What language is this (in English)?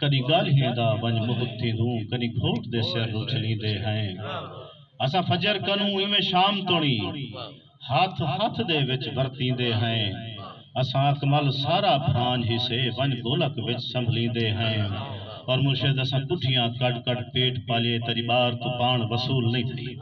Saraiki